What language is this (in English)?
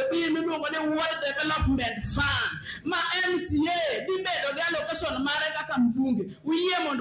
Luo (Kenya and Tanzania)